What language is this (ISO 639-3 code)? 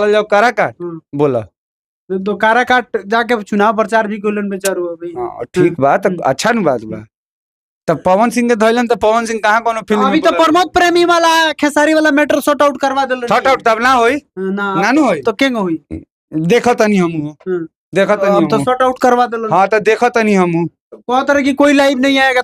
bho